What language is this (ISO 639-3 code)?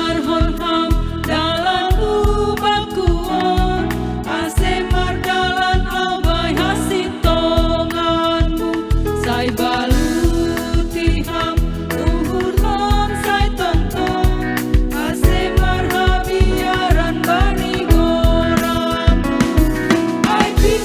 bts